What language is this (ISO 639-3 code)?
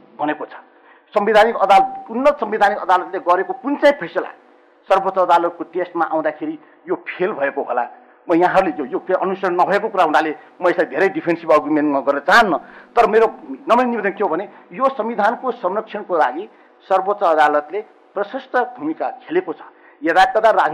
nep